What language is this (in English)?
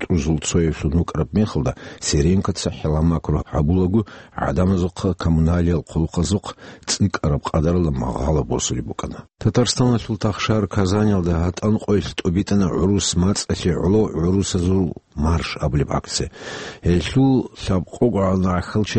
Avaric